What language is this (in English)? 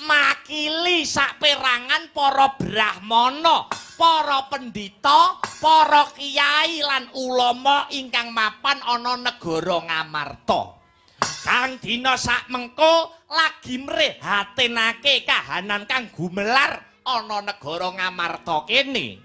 Javanese